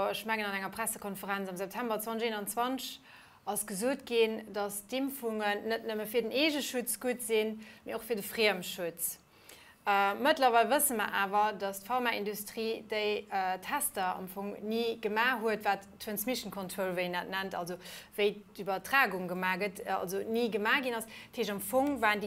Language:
Luxembourgish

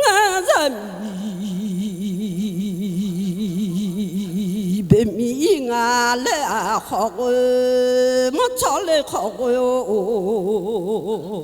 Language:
Akha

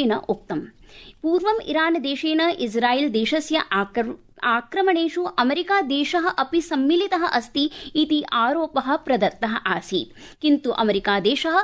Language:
Sanskrit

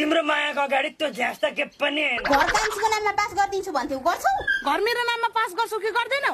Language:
Nepali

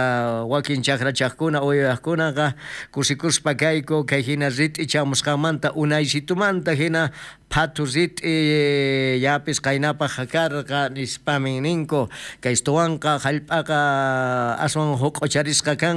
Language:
South Bolivian Quechua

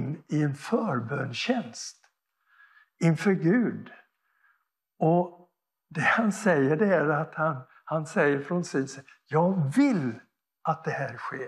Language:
Swedish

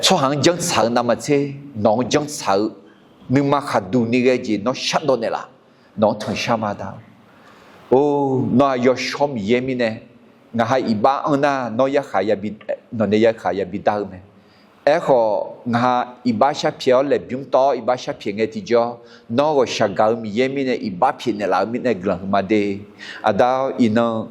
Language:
Akha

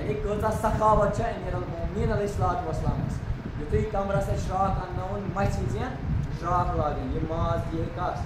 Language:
Kashmiri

